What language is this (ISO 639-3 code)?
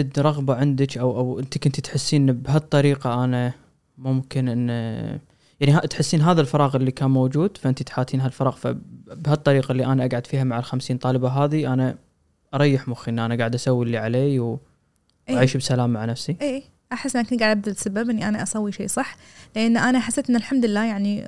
afb